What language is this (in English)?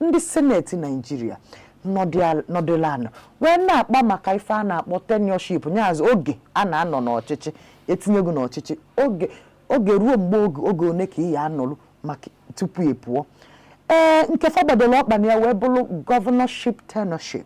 Igbo